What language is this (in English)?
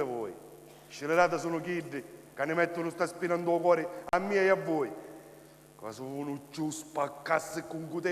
Sicilian